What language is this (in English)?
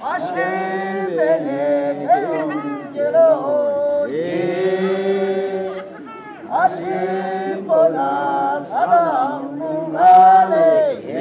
Chang Naga